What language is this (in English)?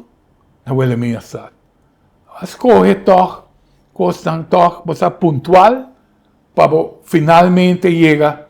Papiamento